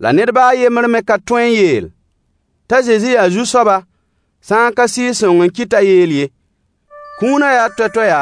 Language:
Mossi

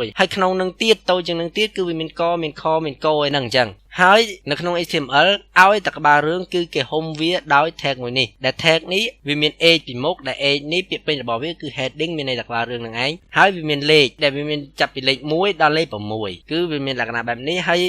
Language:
Khmer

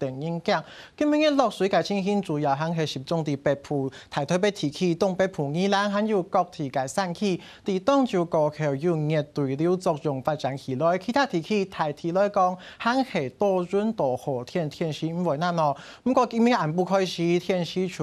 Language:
Hakka Chinese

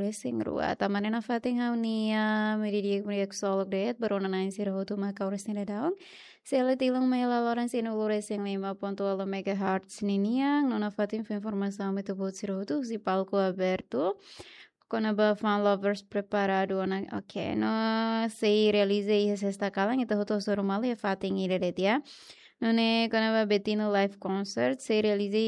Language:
Tetum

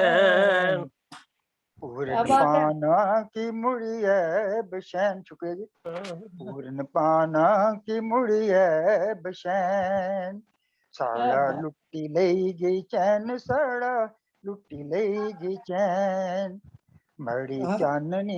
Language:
Dogri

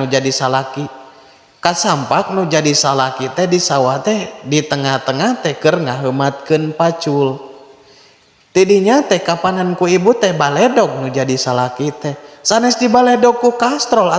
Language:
Sundanese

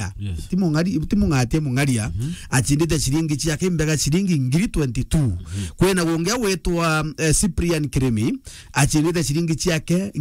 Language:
Meru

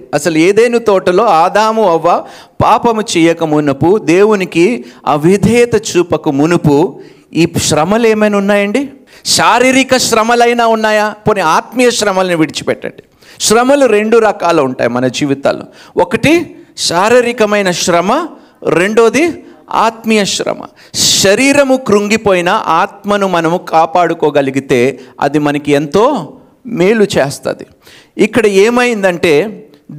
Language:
Telugu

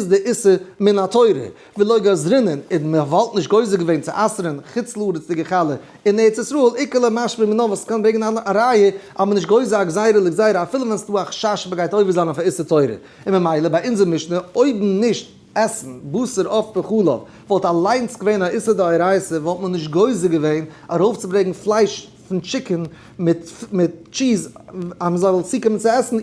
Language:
Yiddish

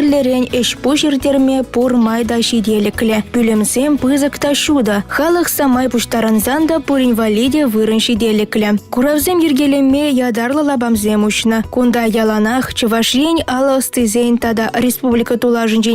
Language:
Chuvash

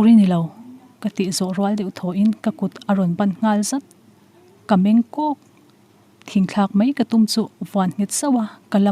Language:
Mizo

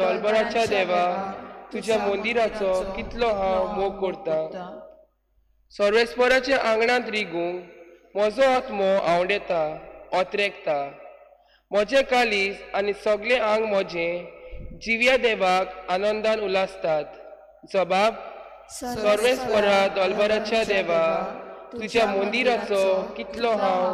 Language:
Konkani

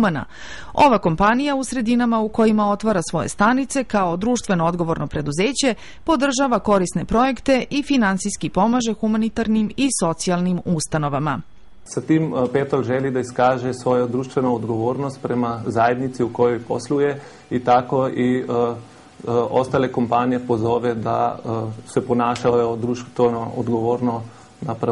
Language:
Serbian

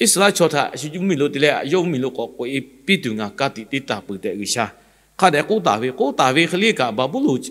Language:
Lahu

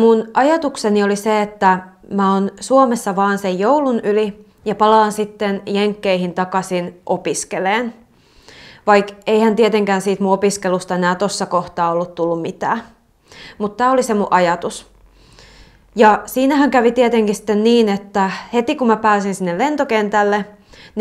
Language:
Finnish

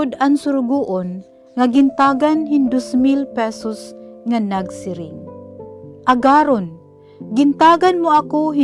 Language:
Waray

